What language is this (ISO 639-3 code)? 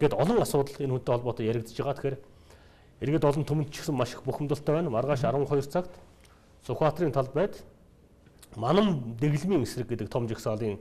mon